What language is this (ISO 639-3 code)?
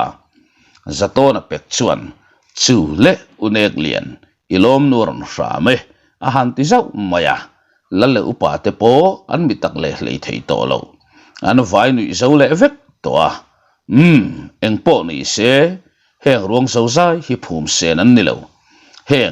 lus